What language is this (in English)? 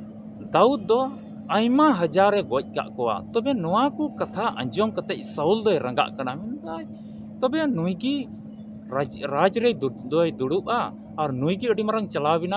Santali